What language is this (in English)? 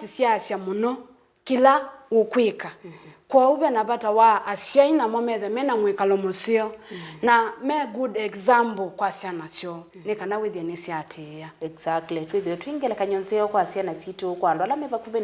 Kamba